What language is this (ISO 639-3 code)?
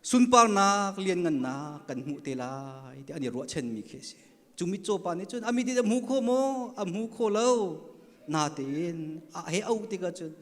cnh